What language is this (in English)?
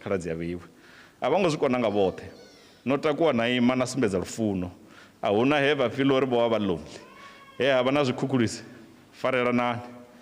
Venda